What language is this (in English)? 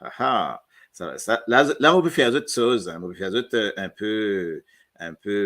Morisyen